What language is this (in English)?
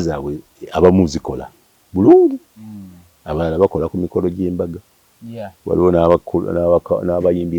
Ganda